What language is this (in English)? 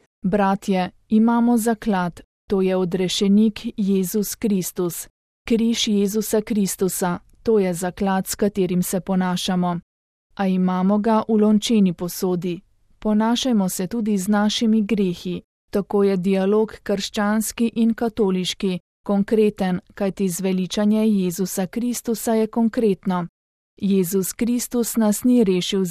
Slovenian